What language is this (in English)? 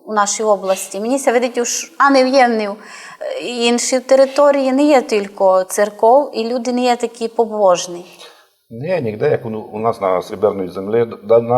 Rusyn